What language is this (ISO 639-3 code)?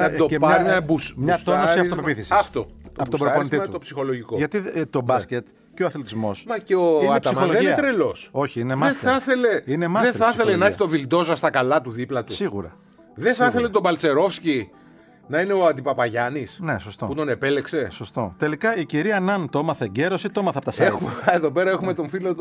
ell